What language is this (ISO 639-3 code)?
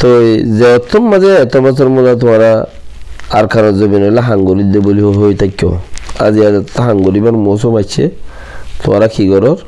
rhg